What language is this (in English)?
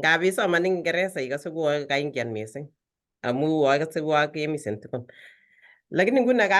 Kalenjin